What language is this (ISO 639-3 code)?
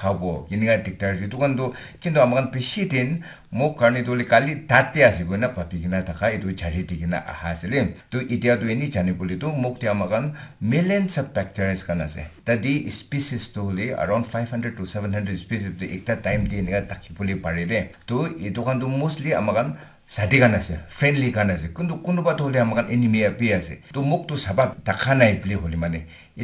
nag